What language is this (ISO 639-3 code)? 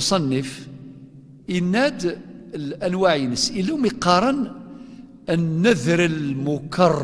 kab